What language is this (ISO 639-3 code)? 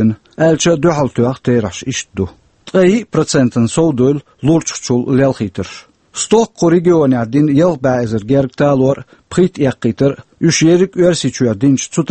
che